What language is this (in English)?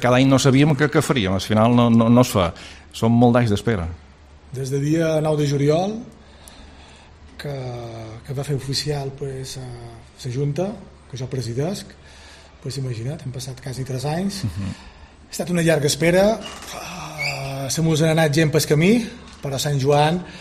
Catalan